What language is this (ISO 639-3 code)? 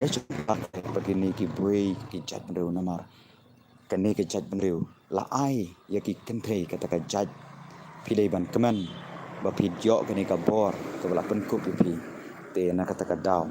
kha